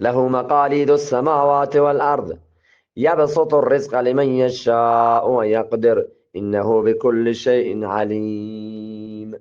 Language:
Eastern Balochi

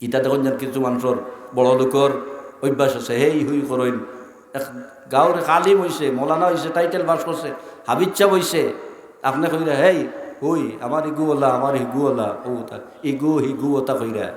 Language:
Sylheti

